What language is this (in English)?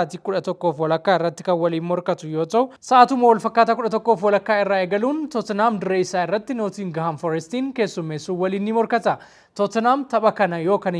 Oromo